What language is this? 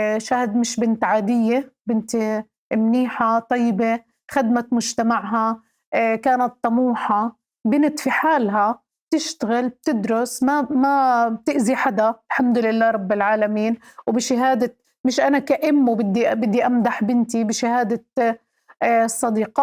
North Levantine Arabic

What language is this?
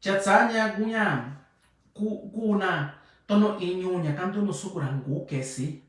Mixtepec Mixtec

